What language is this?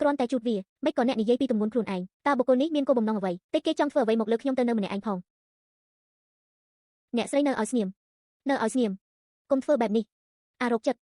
Khmer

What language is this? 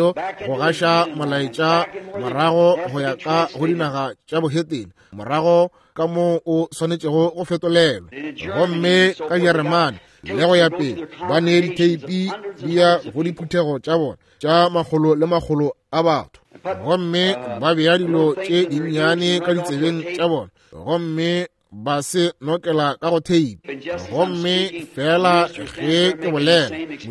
Northern Sotho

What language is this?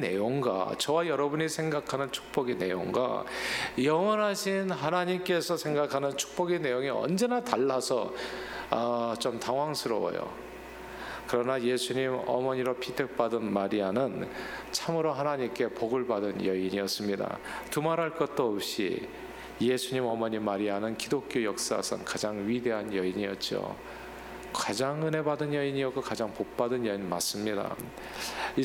Korean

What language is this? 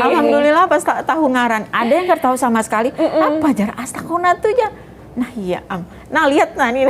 Banjar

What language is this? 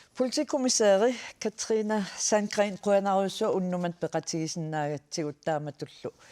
Kalaallisut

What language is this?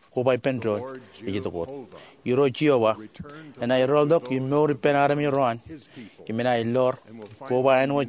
Marshallese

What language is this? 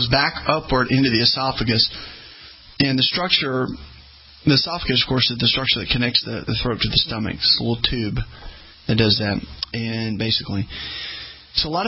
English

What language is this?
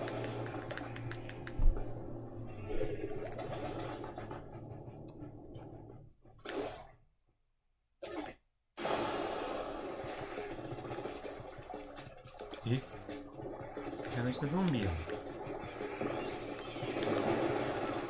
Japanese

